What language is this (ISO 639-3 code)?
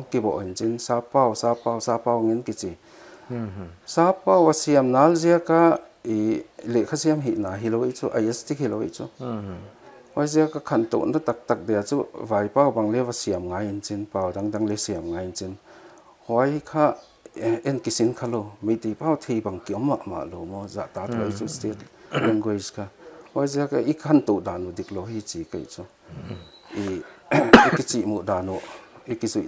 pck